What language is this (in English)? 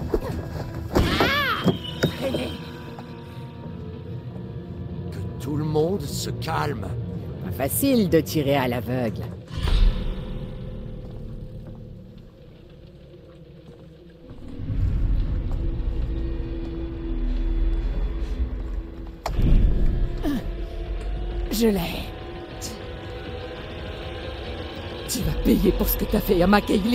French